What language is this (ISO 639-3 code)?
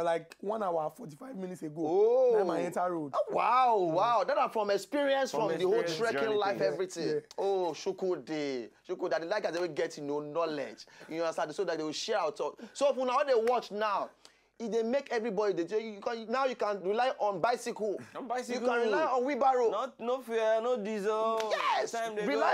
pcm